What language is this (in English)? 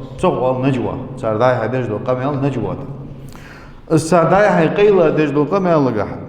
Ingush